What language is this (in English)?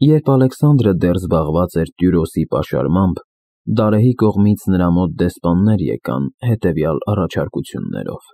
Armenian